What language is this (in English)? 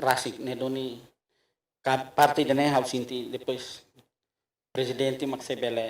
Tetum